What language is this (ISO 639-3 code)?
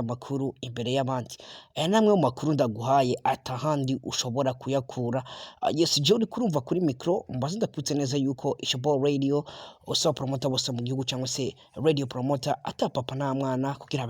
run